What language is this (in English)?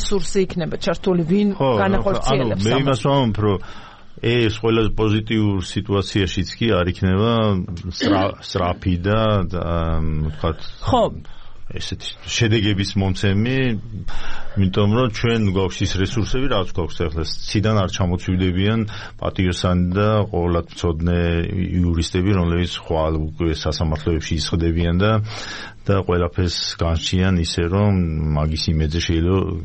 Georgian